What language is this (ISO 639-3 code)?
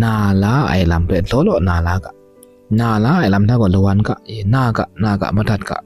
kac